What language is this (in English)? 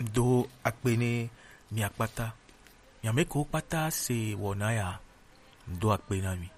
Gen